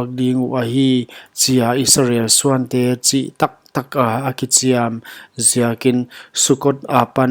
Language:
Paite Chin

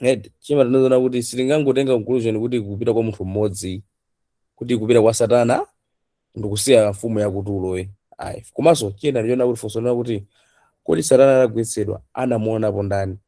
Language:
Nyanja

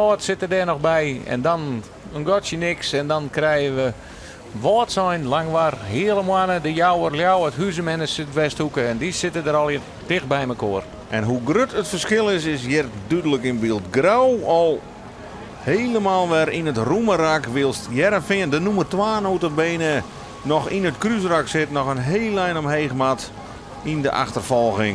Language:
Western Frisian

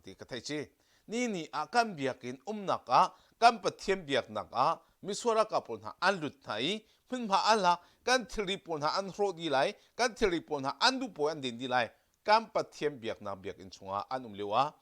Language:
Hakha Chin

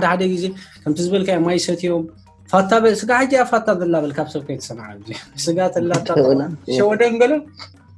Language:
Tigrinya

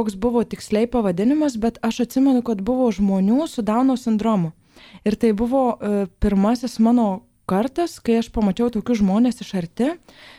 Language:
Lithuanian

